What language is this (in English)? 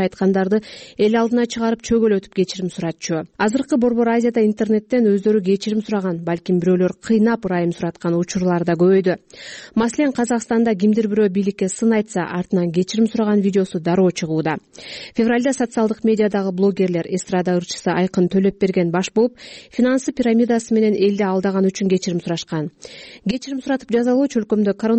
Kyrgyz